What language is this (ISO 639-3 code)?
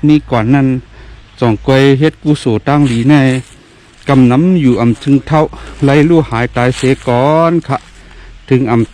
shn